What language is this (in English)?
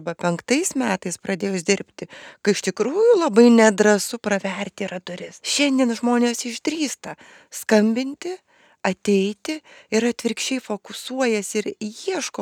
Lithuanian